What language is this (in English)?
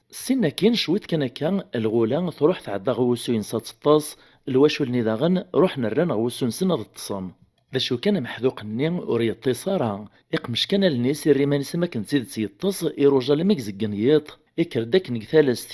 Kabyle